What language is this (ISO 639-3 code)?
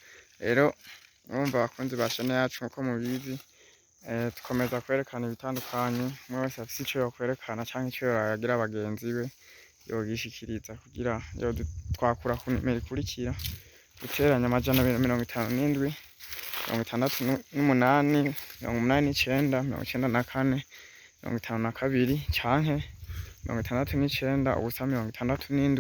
run